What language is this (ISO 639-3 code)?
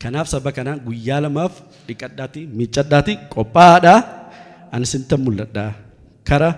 orm